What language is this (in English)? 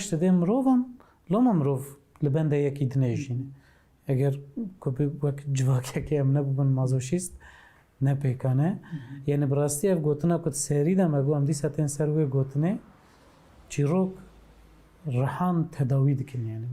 Kurdish